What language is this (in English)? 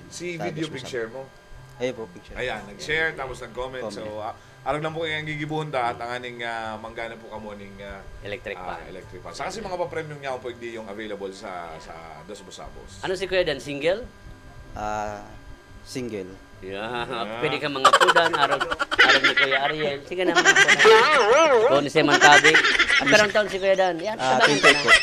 Bikol